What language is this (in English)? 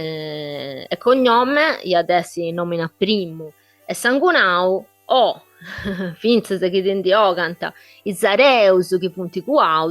Sardinian